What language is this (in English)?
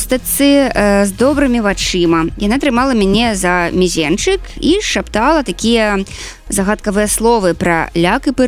Belarusian